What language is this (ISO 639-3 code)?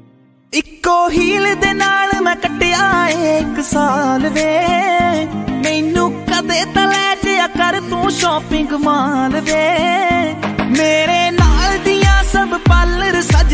pan